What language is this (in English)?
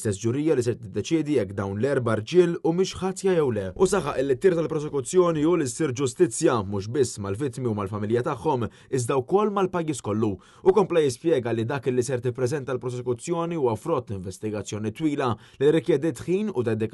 Maltese